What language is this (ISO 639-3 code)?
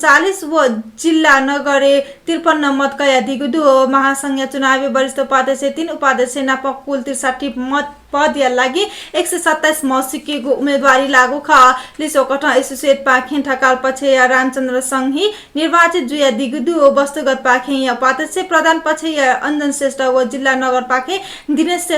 new